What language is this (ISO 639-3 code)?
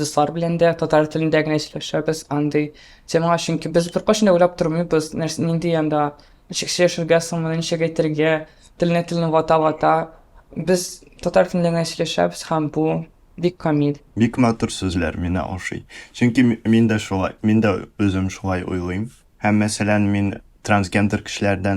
tat